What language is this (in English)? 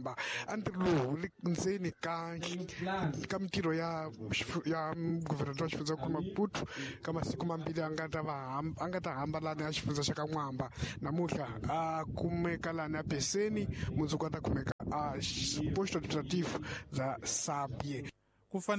Tsonga